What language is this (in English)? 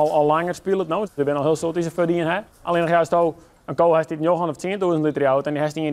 Western Frisian